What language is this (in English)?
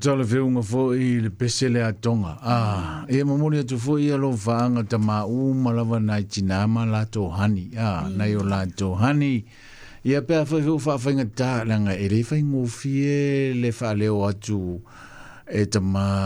Samoan